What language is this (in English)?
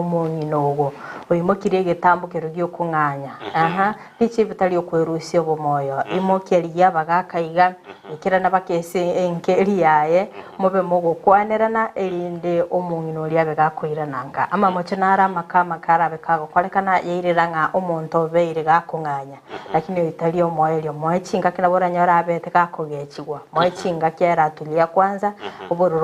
Gusii